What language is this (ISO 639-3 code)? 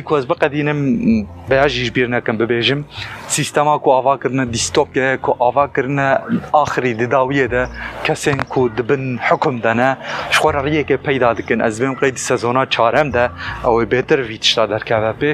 kur